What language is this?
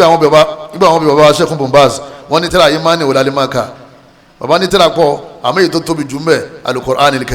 Yoruba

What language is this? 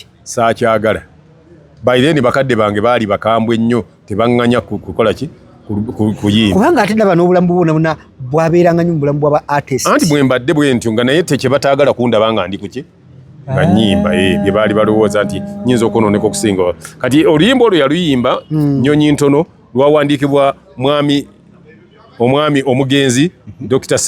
Ganda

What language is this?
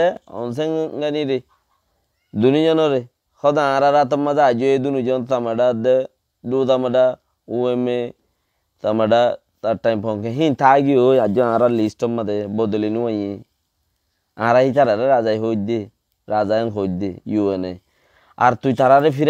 Rohingya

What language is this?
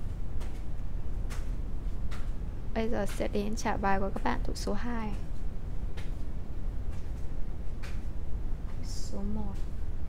Vietnamese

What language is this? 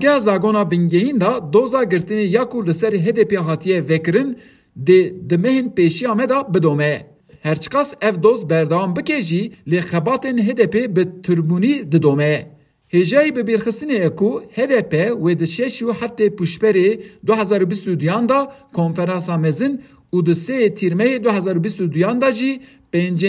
Kurdish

